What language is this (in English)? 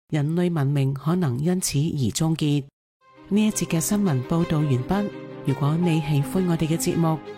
Cantonese